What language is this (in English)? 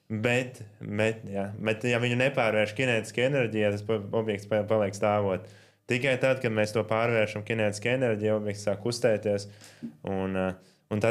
Latvian